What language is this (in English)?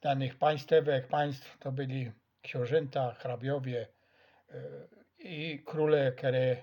Silesian